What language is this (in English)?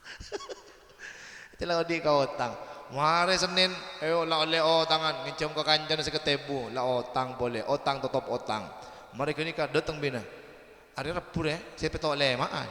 Madurese